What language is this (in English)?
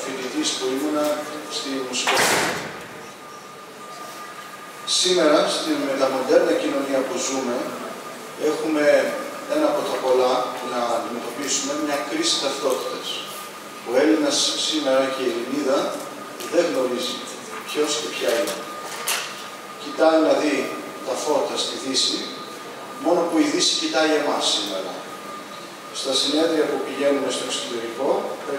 Greek